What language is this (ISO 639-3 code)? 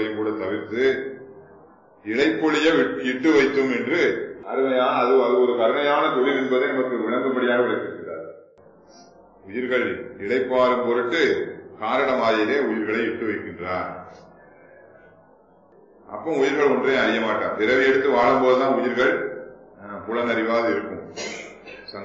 tam